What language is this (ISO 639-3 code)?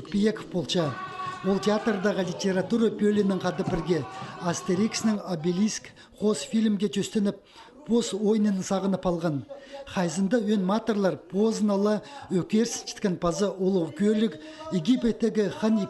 kjh